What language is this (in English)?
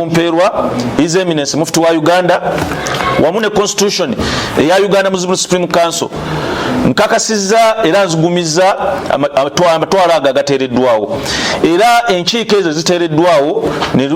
Ganda